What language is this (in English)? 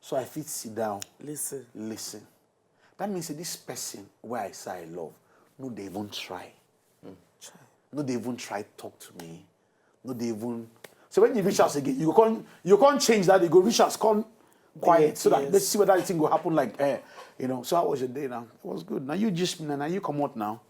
Nigerian Pidgin